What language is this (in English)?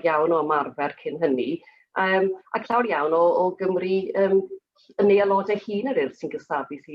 Welsh